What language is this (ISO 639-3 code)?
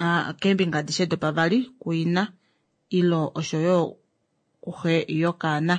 kua